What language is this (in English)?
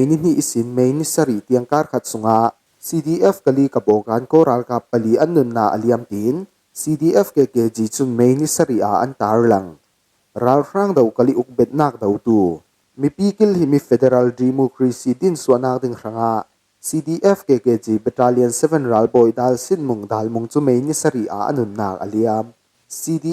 Falam Chin